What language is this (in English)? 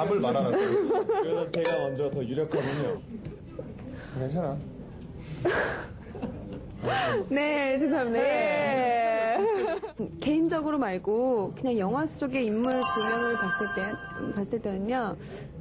Korean